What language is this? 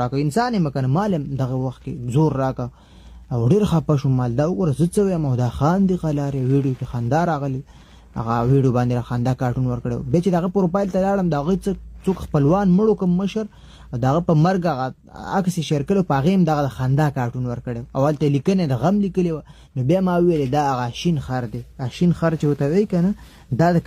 Pashto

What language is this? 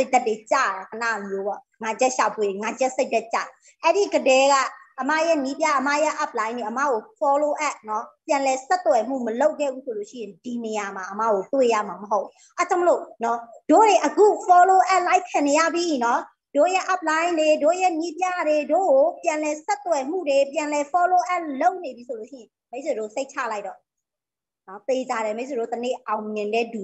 Burmese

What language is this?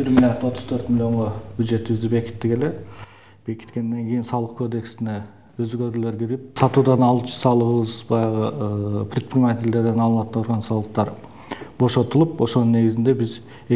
Kyrgyz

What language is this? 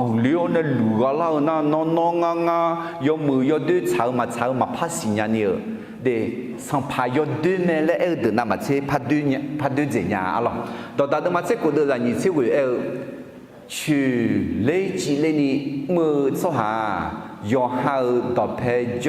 Akha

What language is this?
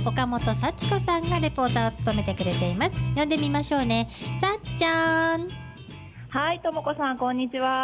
Japanese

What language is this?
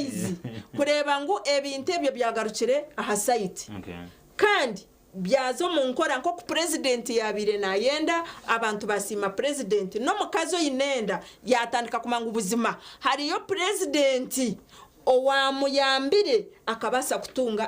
Nyankole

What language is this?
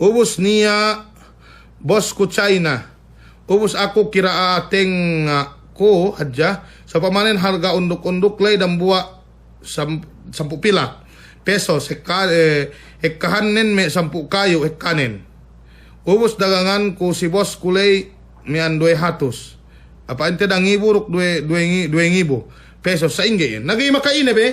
Yakan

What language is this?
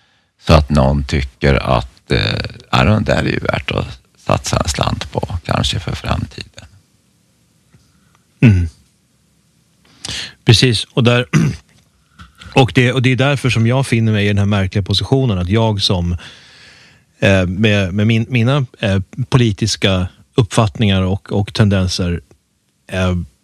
Swedish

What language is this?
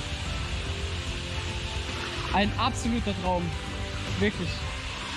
German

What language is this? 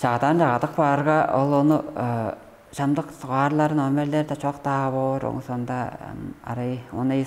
Tuvinian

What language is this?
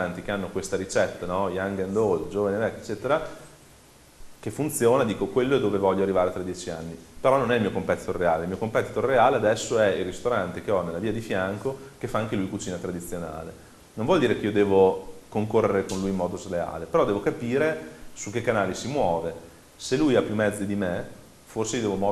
Italian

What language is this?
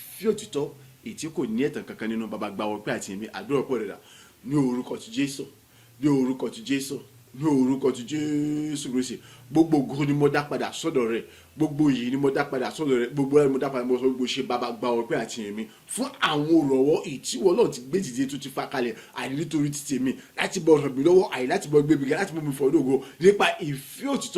Yoruba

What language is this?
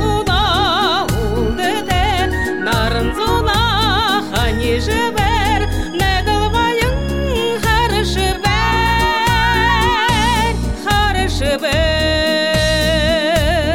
Buriat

